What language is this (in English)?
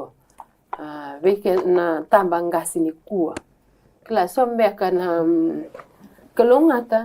Fijian